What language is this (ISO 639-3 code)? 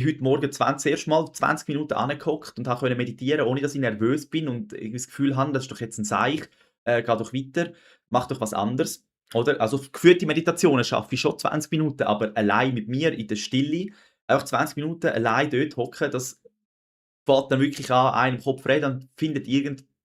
gsw